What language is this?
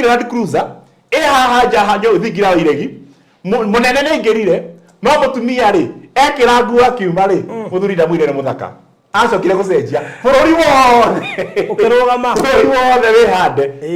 Kikuyu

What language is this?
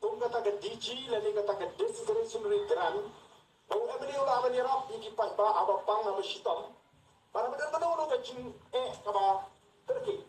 Khasi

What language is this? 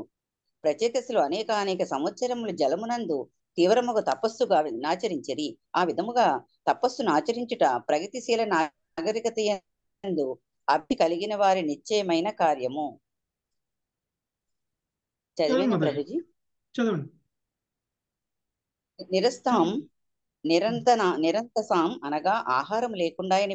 Telugu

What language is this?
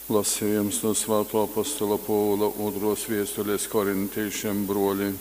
Latgalian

